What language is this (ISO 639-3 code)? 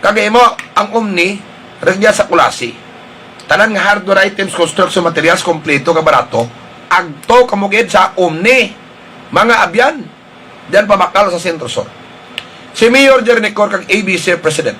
hil